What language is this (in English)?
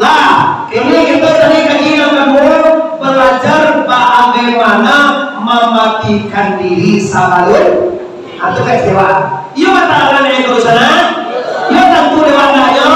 Minangkabau